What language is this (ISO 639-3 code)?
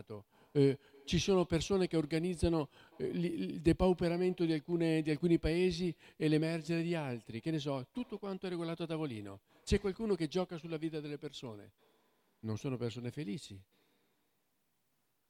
ita